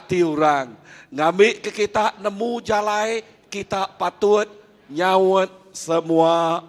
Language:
Iban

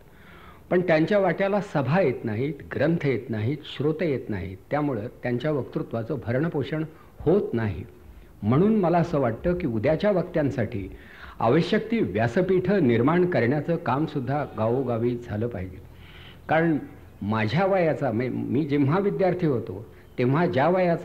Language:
Marathi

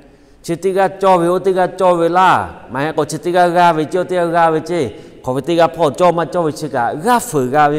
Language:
Lahu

